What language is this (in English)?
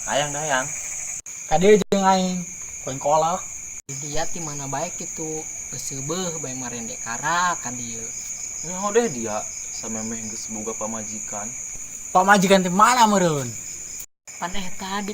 Sundanese